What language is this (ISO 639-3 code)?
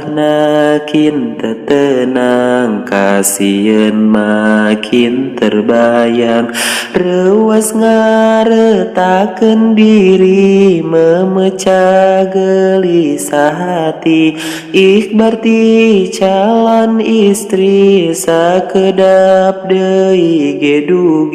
sun